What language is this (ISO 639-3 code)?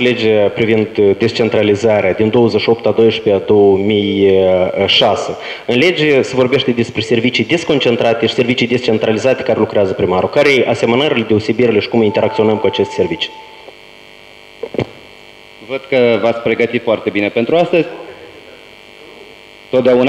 ron